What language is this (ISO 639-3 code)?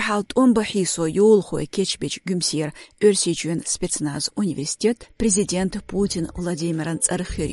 che